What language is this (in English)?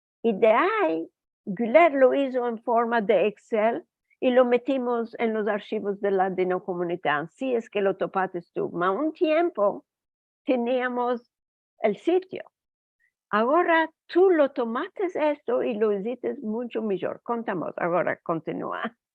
Ladino